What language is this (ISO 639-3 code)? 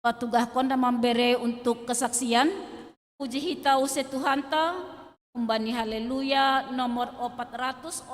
bts